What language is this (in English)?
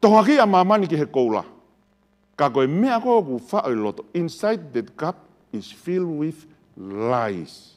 Tongan